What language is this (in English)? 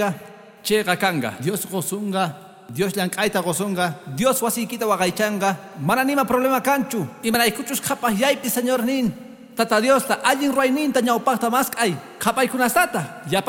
Quechua